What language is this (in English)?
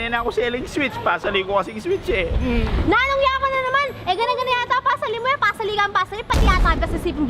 Pampanga